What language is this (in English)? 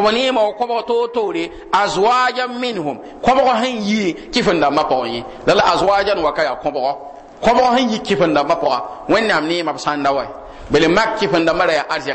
Mossi